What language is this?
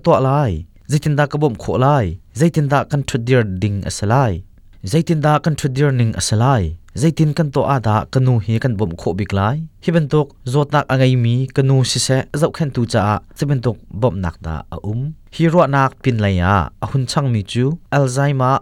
Hakha Chin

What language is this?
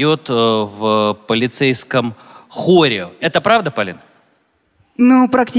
Russian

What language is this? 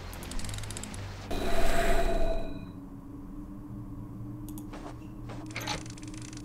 Russian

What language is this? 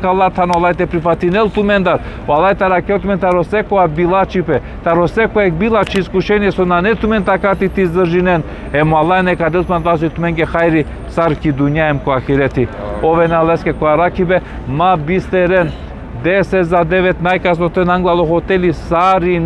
Balkan Romani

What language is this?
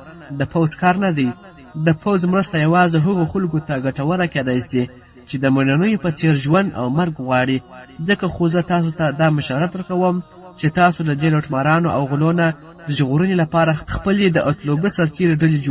Pashto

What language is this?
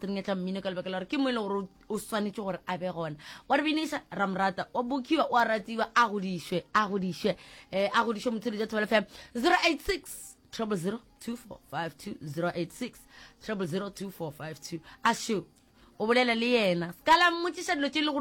Northern Sotho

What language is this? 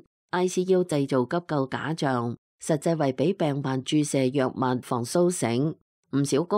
Cantonese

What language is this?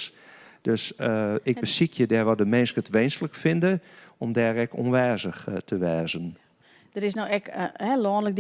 Western Frisian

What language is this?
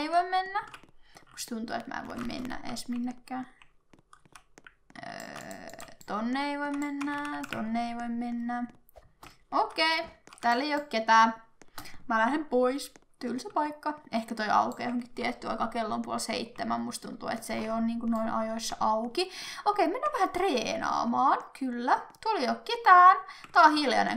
Finnish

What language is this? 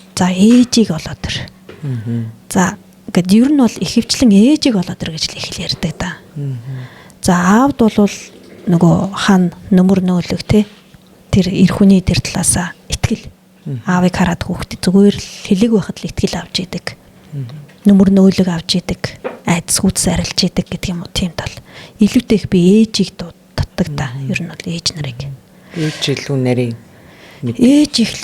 Mongolian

